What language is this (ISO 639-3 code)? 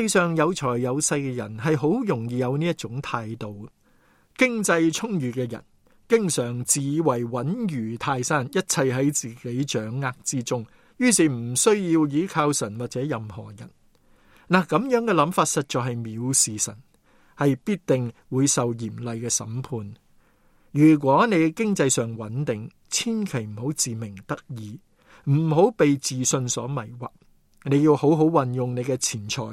yue